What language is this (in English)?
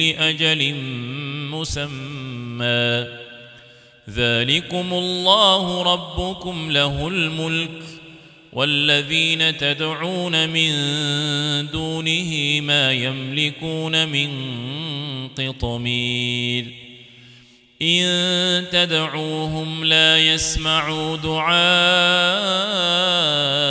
Arabic